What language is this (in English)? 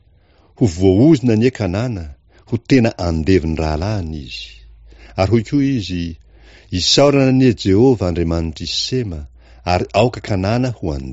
Malagasy